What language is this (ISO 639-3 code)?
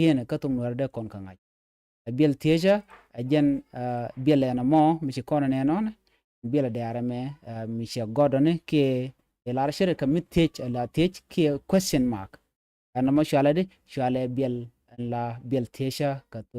nus